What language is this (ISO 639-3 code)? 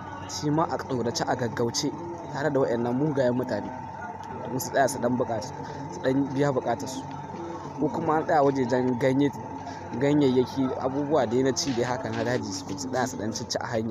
hau